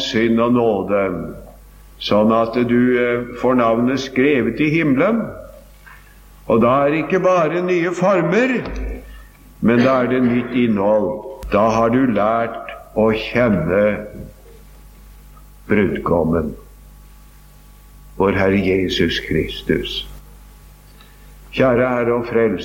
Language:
Norwegian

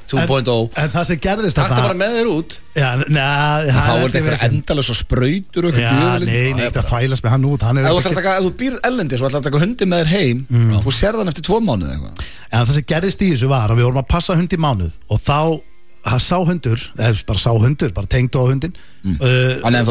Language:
Icelandic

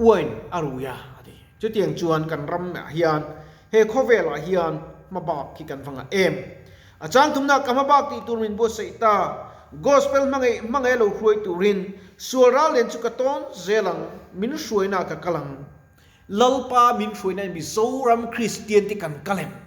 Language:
Mizo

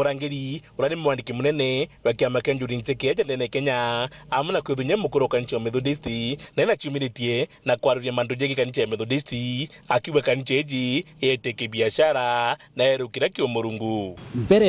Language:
Meru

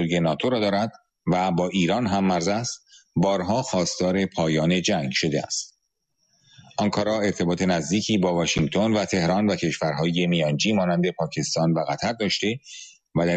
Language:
Persian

